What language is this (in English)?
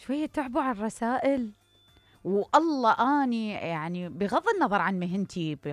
Mesopotamian Arabic